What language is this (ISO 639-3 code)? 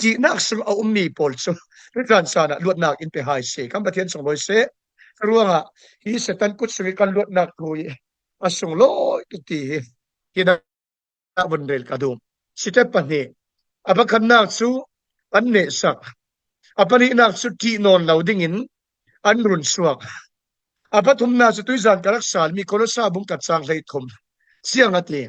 cfm